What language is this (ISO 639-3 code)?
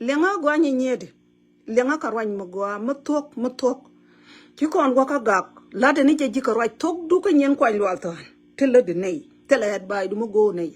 nus